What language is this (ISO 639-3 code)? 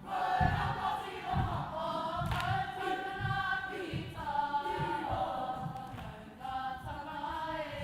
mri